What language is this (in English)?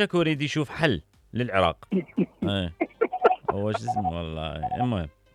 Mesopotamian Arabic